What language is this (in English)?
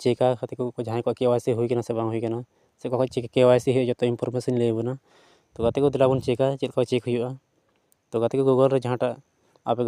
Santali